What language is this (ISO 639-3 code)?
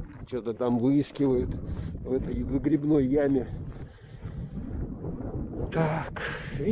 rus